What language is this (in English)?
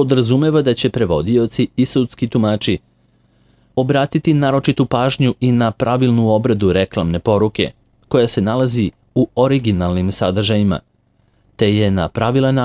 Serbian